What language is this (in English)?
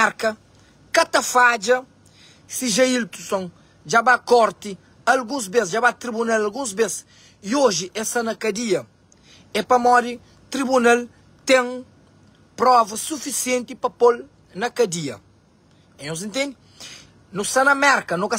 Kabuverdianu